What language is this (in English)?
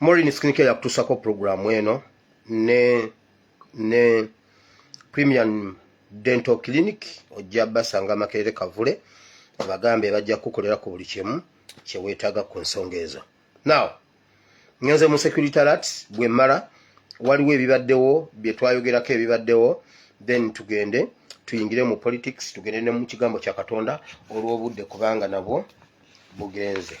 Ganda